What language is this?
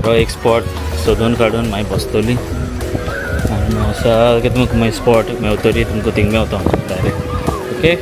Konkani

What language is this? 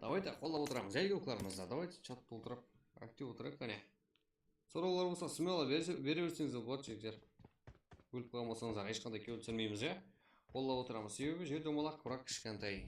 Kara-Kalpak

